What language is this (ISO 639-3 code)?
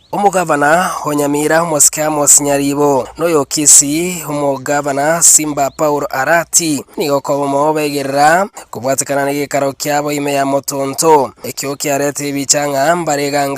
guz